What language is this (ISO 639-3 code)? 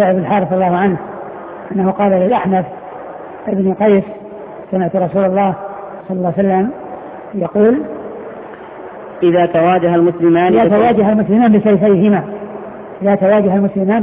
ara